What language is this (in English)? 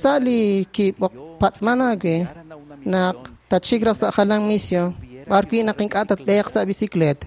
Kekchí